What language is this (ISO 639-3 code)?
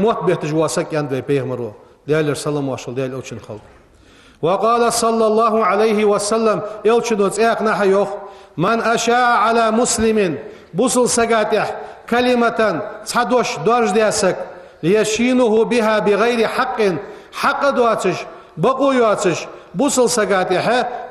inh